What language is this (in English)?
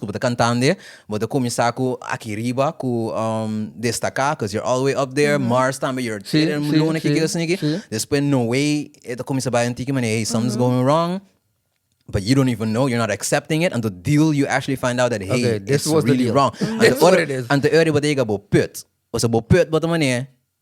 Papiamento